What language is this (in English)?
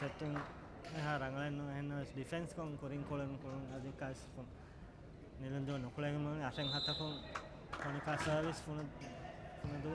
Divehi